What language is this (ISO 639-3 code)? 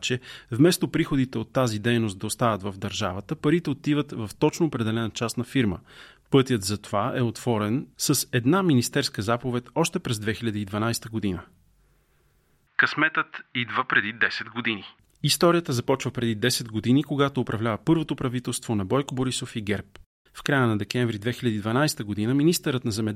bul